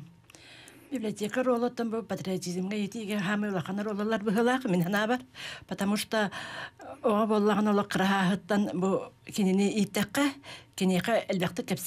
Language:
Yakut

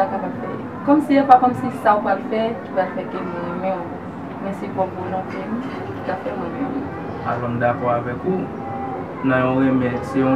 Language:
Haitian Creole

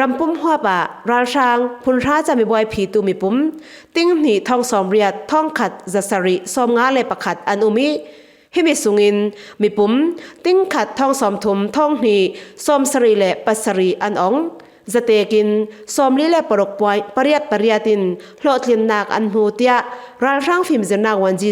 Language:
Falam Chin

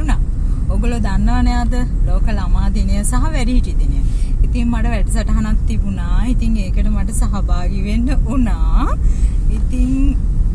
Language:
Sinhala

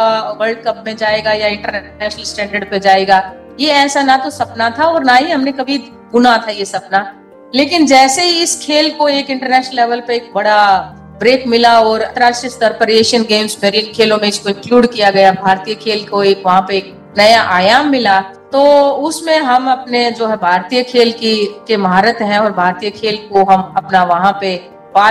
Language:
Hindi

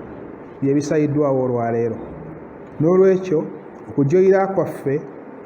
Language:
Ganda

